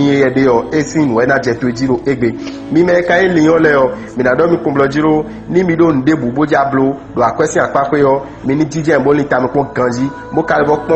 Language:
Fon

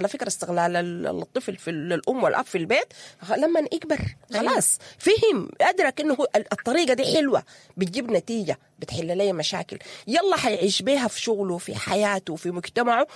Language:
Sudanese Arabic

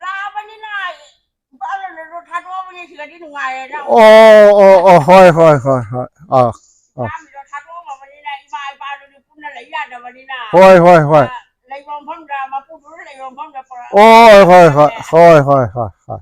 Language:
Manipuri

